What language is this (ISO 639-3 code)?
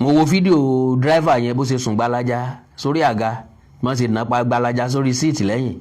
yor